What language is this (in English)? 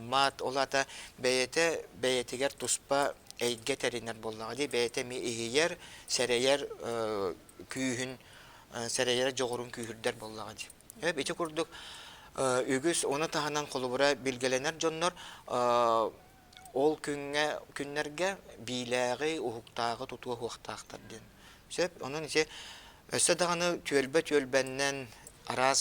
Yakut